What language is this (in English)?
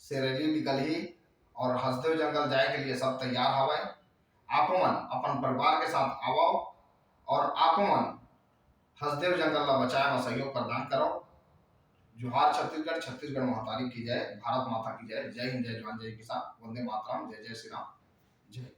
Chhattisgarhi